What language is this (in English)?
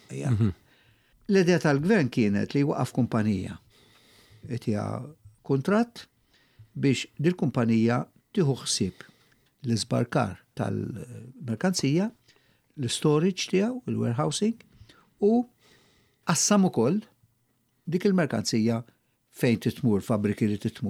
Maltese